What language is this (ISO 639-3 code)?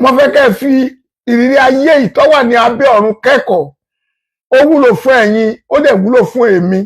yor